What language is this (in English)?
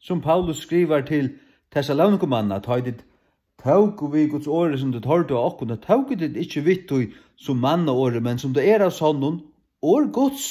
Faroese